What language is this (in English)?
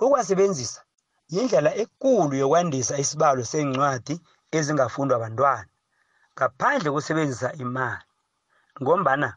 South Ndebele